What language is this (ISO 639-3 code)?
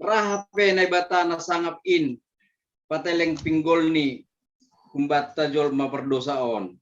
bts